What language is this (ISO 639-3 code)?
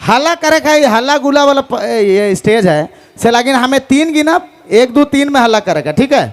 sck